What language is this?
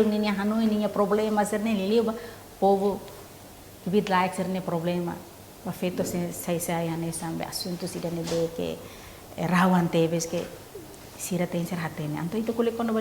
Tetum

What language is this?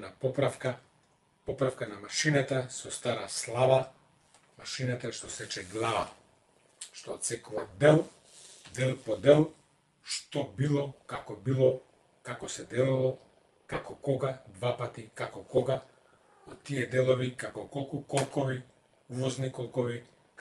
Macedonian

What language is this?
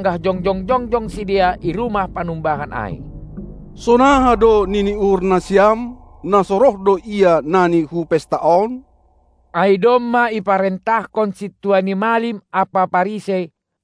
Batak Simalungun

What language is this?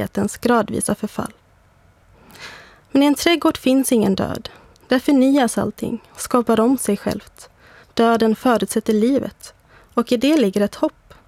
Swedish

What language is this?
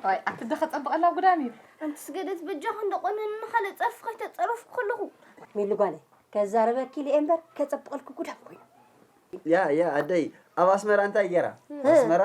Tigrinya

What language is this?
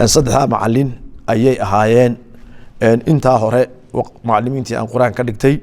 Somali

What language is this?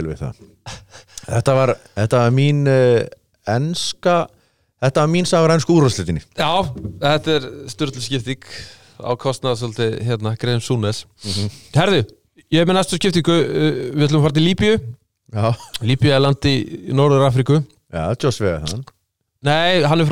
Icelandic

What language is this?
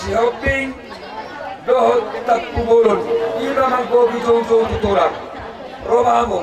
Batak Toba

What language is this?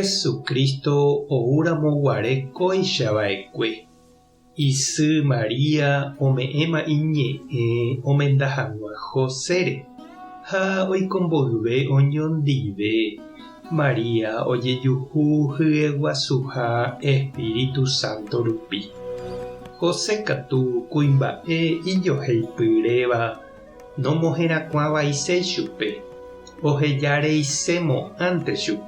Guarani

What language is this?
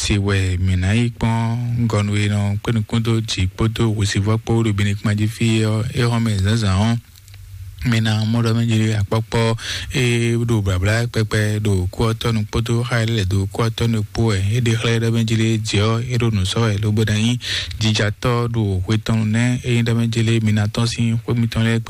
Fon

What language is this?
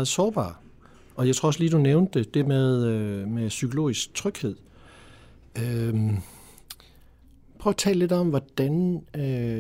Danish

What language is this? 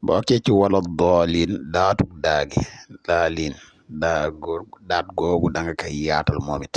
Wolof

